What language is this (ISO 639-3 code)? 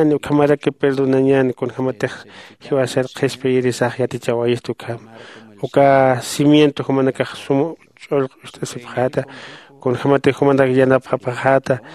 aym